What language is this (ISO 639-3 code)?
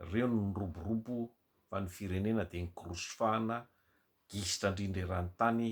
mlg